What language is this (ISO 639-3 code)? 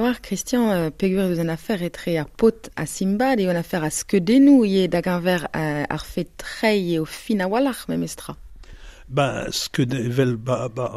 bre